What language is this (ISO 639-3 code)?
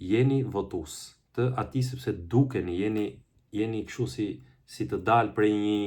sqi